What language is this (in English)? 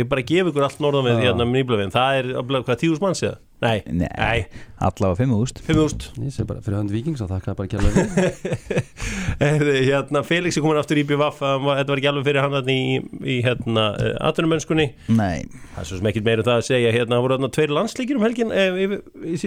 Icelandic